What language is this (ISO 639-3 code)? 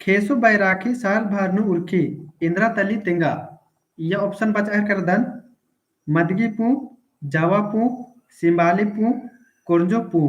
kru